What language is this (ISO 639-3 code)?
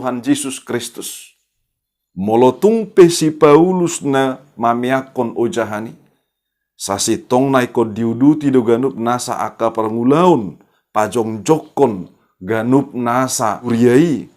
bbc